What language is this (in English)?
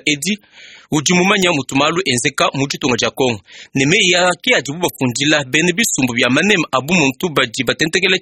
Luba-Lulua